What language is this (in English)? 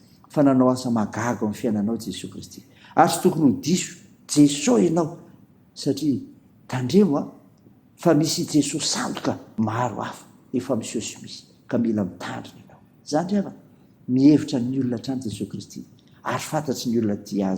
Malagasy